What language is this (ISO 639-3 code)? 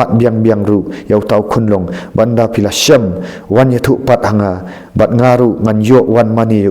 kha